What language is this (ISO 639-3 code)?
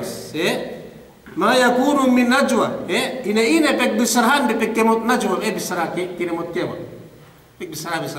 yka